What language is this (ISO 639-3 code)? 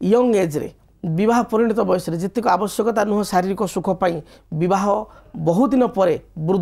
ori